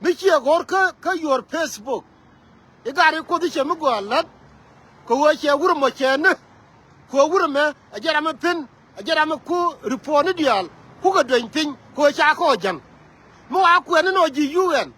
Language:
Nuer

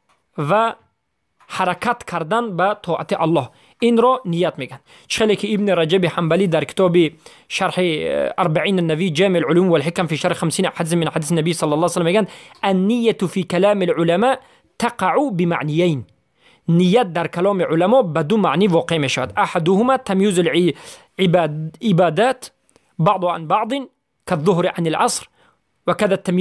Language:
Persian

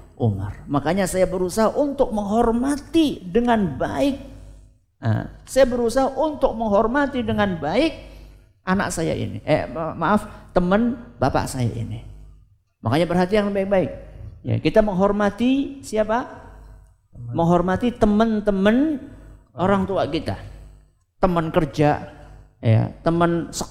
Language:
Indonesian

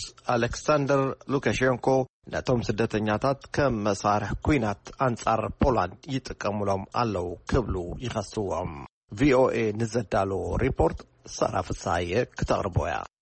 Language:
Tigrinya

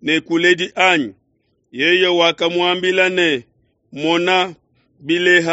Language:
Luba-Lulua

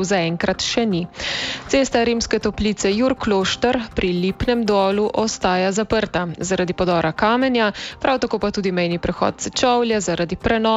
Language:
Slovenian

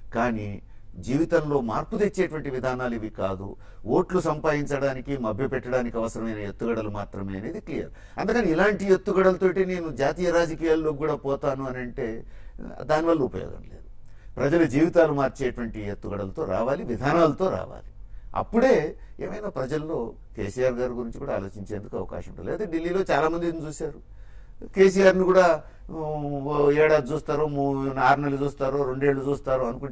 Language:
Telugu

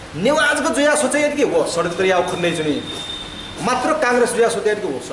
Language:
Newari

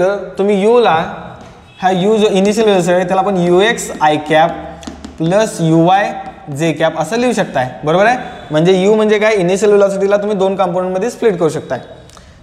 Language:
Marathi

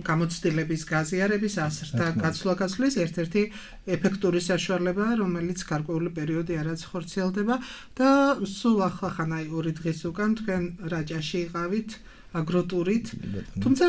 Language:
Georgian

